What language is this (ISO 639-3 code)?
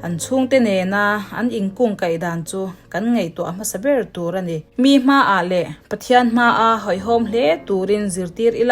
lus